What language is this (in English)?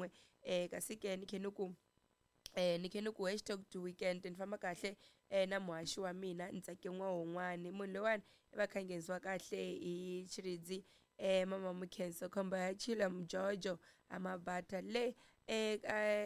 Tsonga